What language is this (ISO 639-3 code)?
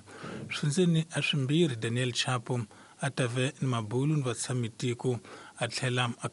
tso